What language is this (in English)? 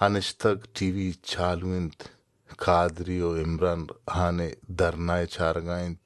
Baluchi